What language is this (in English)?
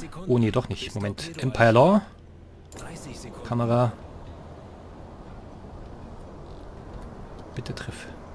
German